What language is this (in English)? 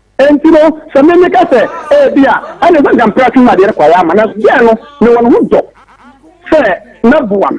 Akan